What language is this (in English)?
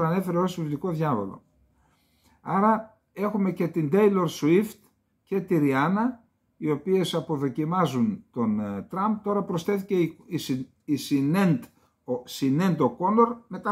Greek